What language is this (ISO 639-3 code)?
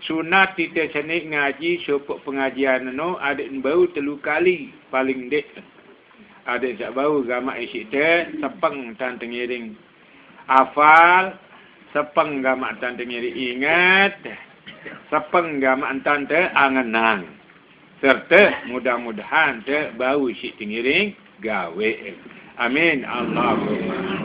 sas